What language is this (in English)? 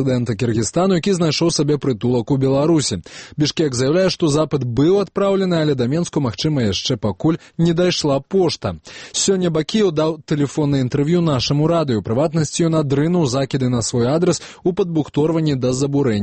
Belarusian